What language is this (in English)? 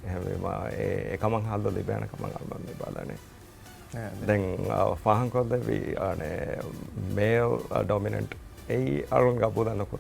Divehi